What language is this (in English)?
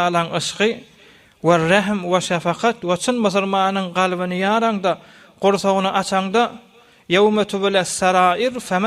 Turkmen